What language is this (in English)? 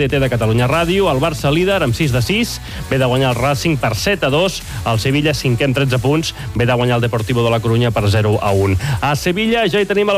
Catalan